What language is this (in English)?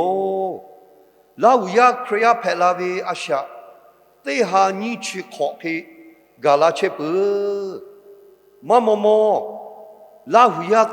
Lahu